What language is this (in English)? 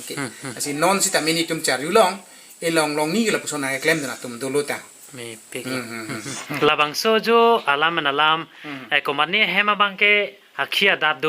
Karbi